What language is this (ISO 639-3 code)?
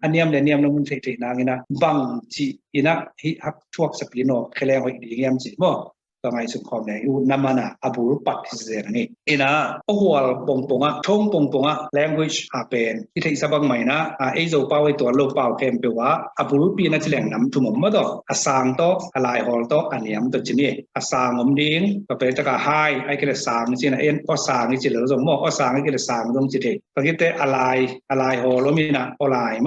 ctd